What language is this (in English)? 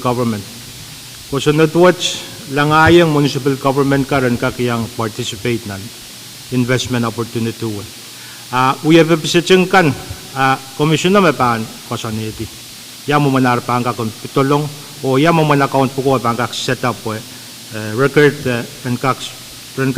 Pohnpeian